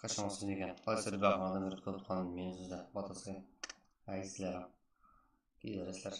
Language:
Kara-Kalpak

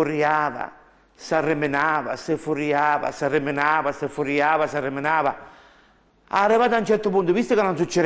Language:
Sicilian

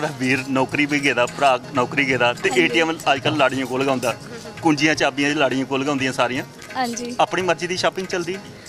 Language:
Dogri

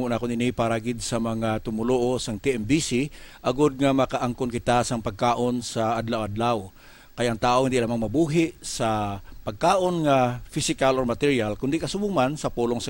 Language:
Hiligaynon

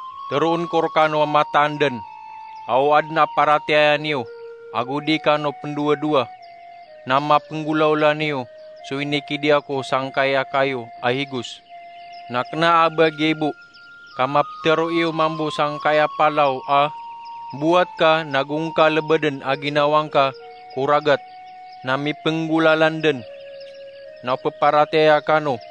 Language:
Maranao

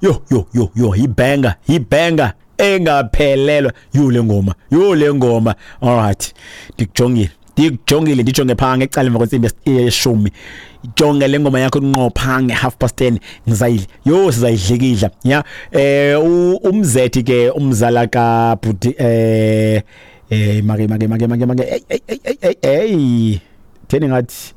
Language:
Xhosa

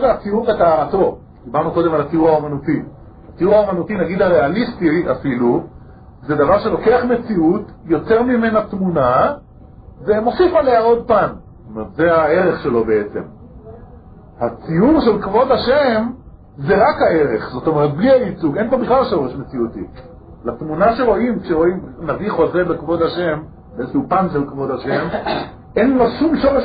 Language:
Hebrew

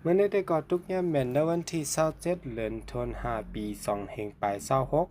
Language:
Shan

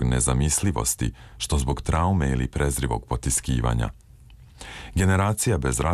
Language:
Serbian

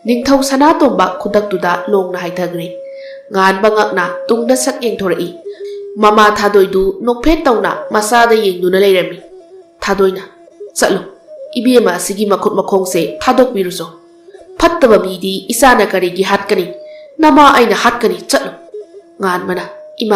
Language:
Manipuri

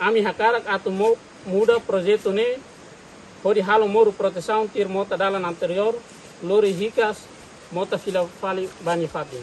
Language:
Tetum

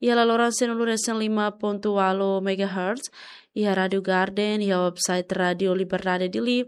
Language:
Tetum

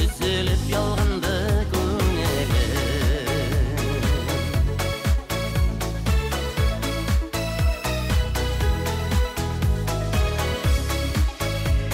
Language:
Tatar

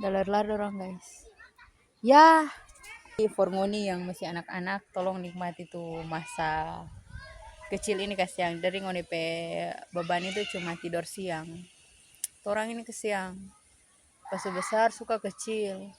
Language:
Manado Malay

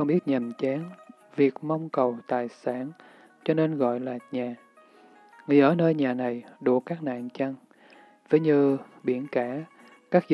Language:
Vietnamese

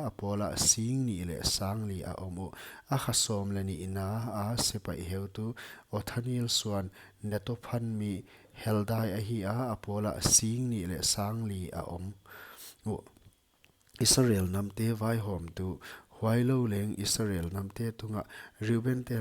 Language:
Paite Chin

